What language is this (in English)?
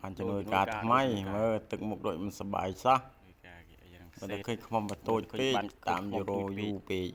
Khmer